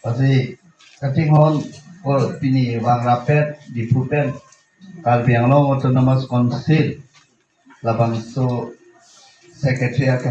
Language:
Karbi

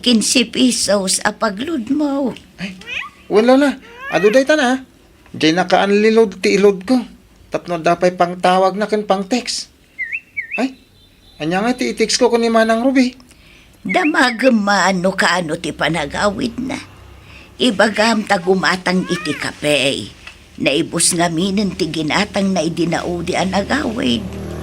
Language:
Iloko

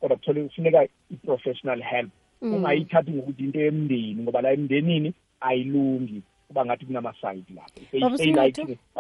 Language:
South Ndebele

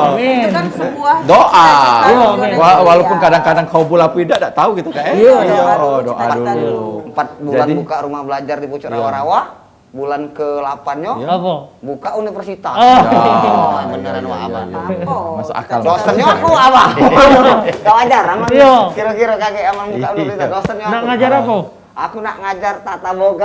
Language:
Musi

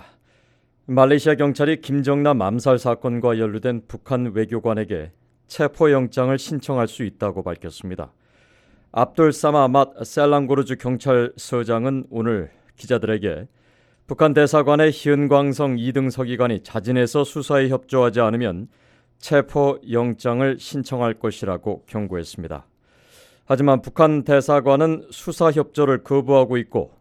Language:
Korean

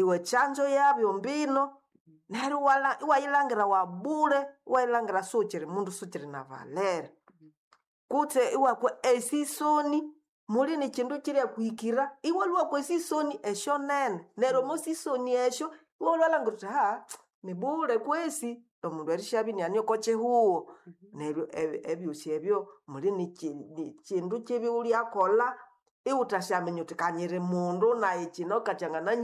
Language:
Nande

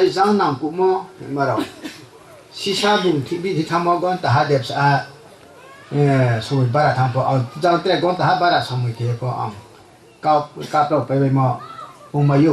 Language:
Riang (India)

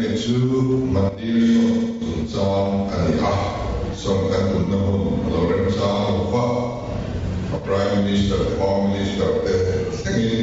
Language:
Mizo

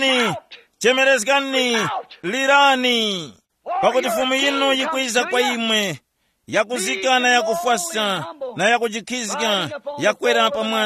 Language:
Tumbuka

